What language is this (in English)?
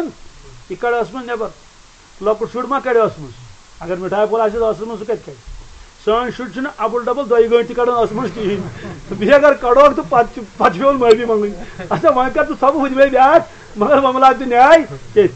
Kashmiri